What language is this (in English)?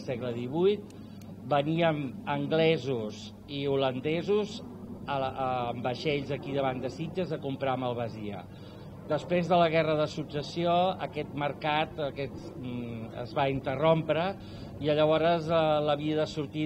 Catalan